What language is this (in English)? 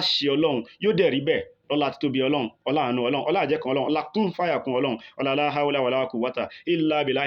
Yoruba